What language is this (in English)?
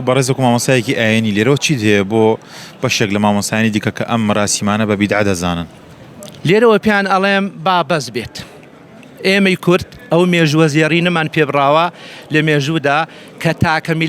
Central Kurdish